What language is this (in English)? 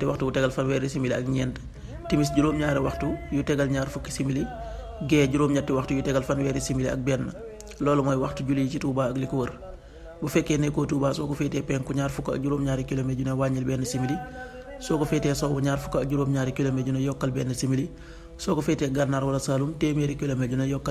Wolof